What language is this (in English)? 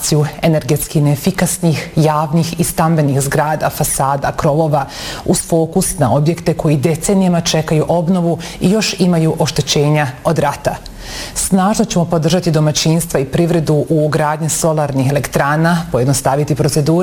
Bosnian